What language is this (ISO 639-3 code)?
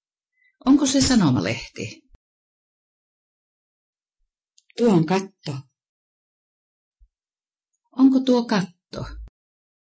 fin